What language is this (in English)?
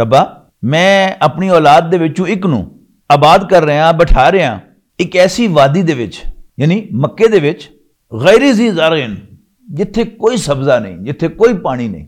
Western Panjabi